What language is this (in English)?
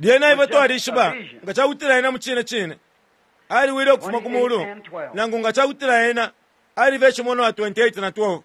Bemba